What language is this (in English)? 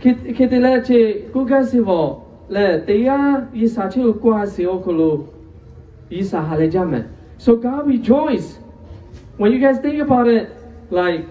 Lahu